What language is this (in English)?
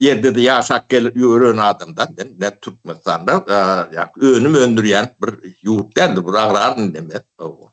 Turkmen